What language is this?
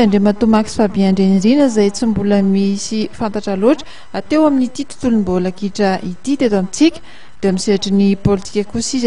Malagasy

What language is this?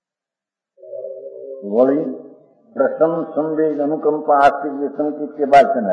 Gujarati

